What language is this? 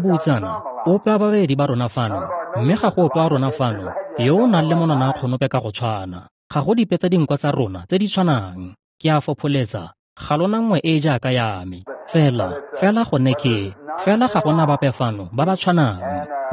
Tswana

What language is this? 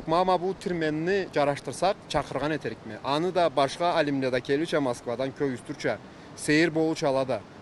Karachay-Balkar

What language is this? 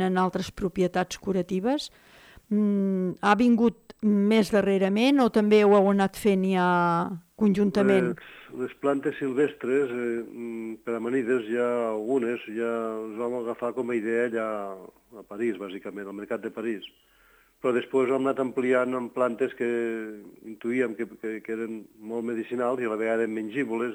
Catalan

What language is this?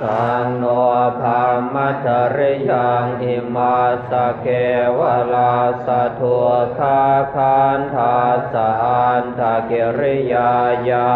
Pali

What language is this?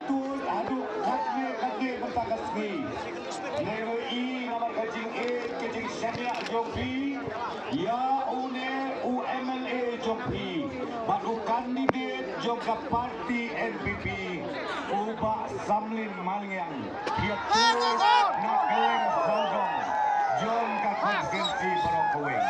Khasi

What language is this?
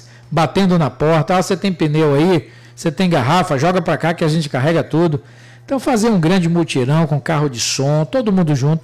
Portuguese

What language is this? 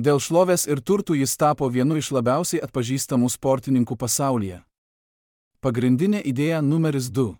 Lithuanian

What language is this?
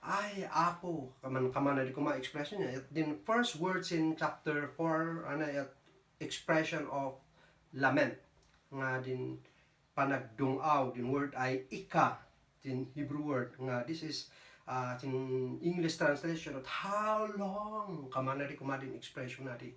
Kankanaey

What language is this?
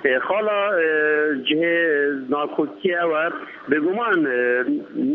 Kurdish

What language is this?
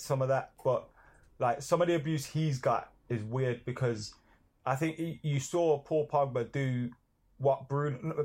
English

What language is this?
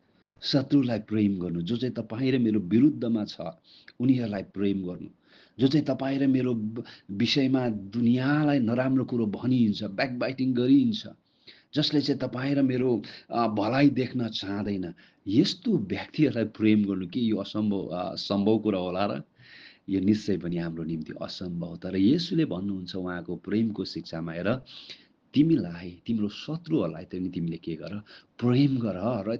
Nepali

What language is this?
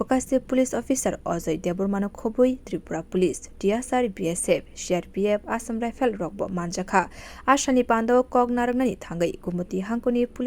Kok Borok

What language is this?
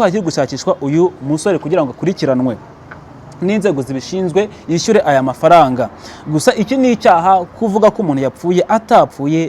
Kinyarwanda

